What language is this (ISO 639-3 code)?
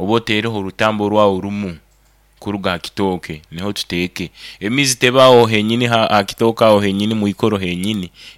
nyo